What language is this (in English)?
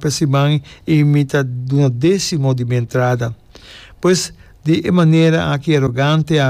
Papiamento